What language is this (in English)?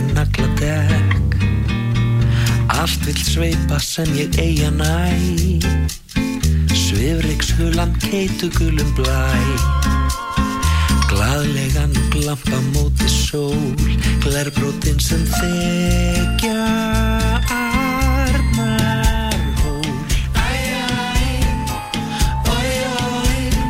Icelandic